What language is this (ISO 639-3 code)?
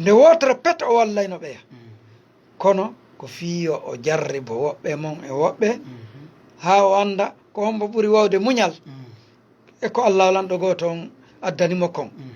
ful